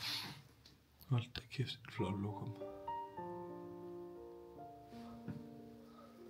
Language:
Danish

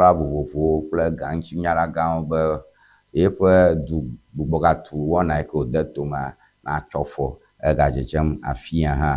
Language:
Ewe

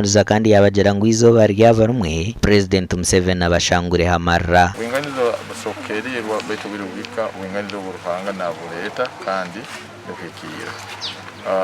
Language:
Nyankole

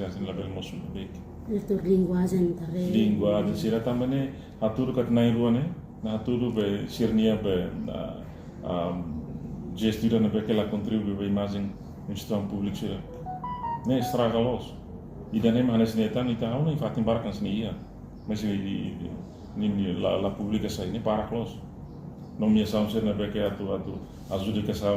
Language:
Tetum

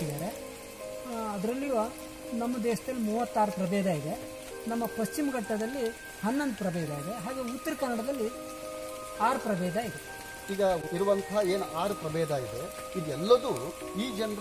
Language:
Kannada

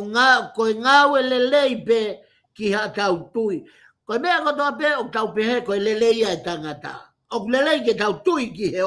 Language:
Tongan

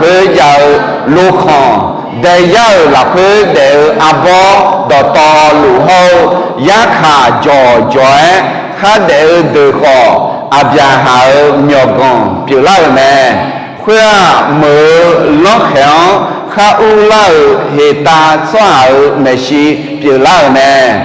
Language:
Akha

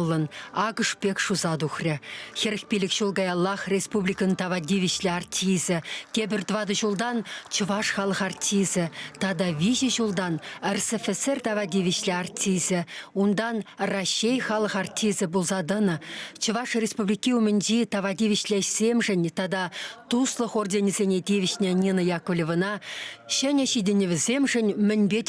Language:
Chuvash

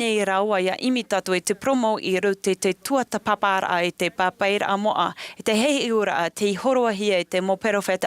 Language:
Tahitian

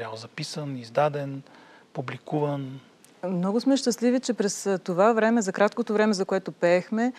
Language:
Bulgarian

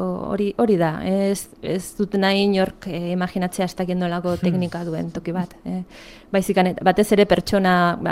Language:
Basque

